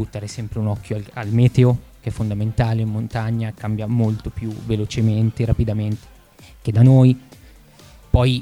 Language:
Italian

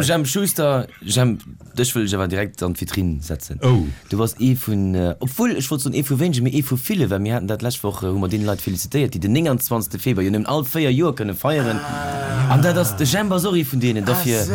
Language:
Luxembourgish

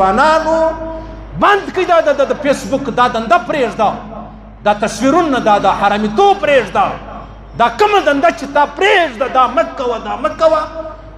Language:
Pashto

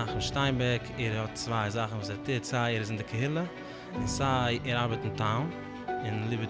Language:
Yiddish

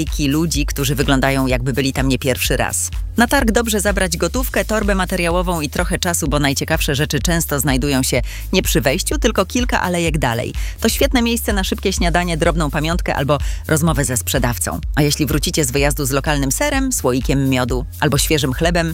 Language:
Polish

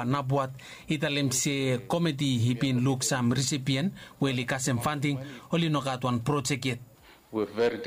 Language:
Bislama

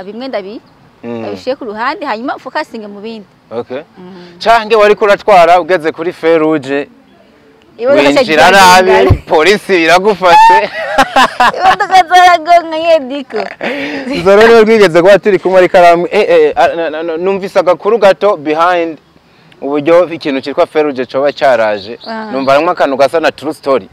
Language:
Rundi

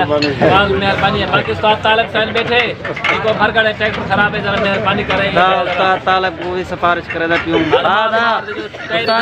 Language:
Saraiki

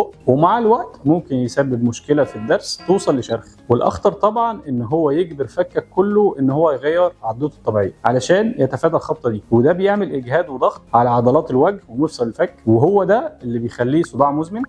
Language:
Egyptian Arabic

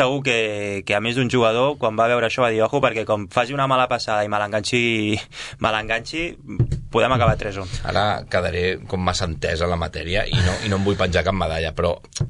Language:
Catalan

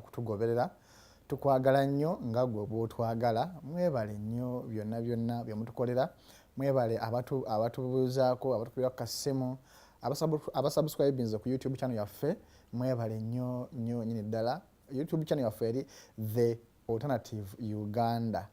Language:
Ganda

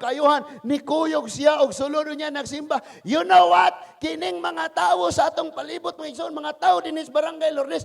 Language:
Cebuano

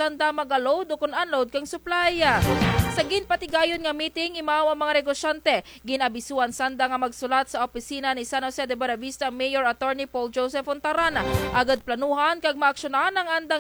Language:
Kinaray-a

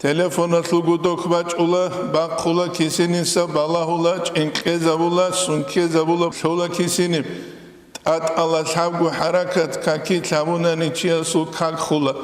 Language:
Avaric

